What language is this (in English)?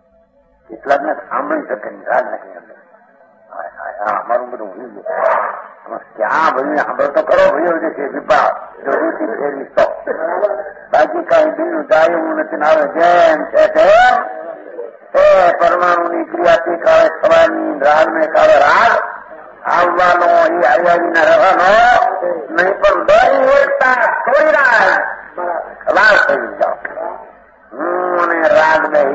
Gujarati